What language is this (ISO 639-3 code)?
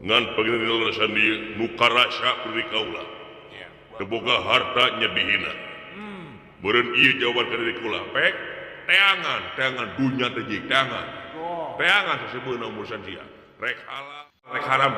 sun